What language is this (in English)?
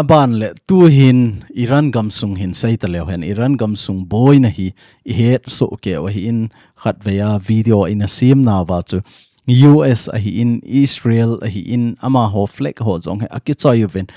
Thado Chin